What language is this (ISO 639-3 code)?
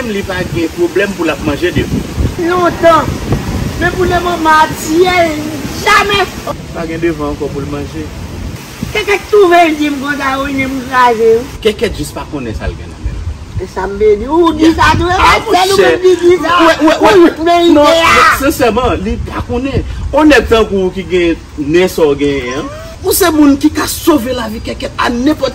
hat